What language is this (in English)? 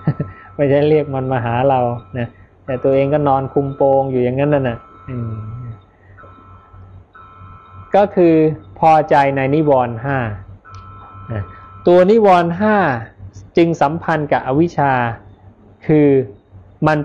Thai